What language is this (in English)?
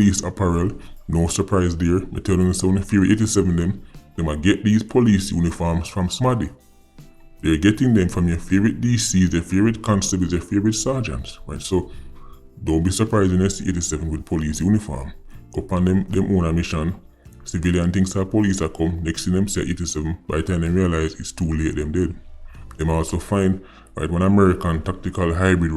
Jamaican Creole English